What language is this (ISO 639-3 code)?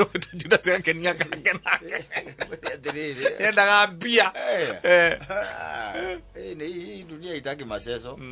kik